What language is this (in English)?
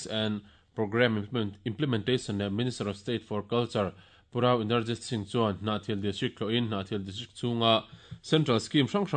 Mizo